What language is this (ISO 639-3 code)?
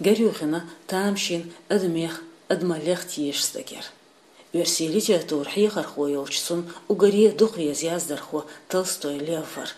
che